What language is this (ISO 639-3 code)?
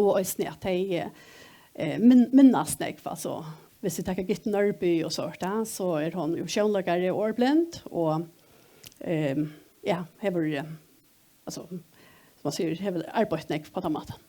fao